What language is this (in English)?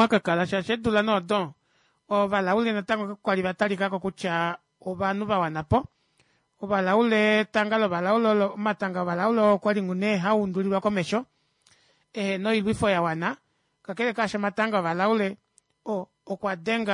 Kuanyama